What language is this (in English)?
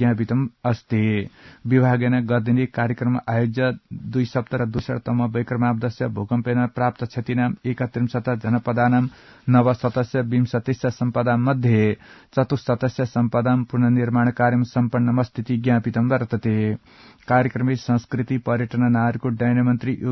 Sanskrit